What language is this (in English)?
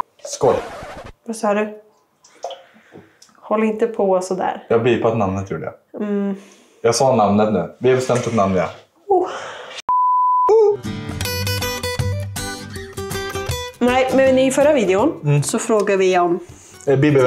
Swedish